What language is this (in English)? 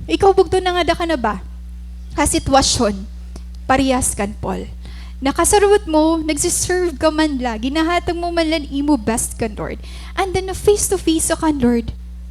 Waray